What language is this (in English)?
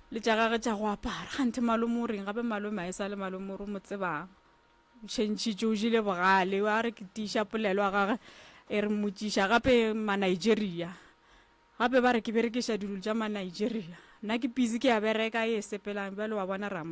Northern Sotho